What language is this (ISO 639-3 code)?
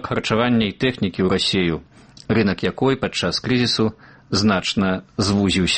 bel